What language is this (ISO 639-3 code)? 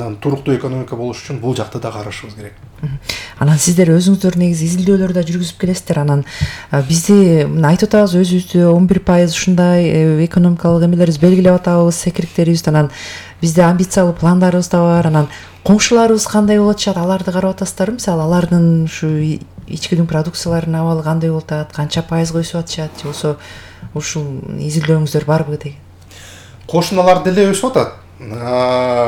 kir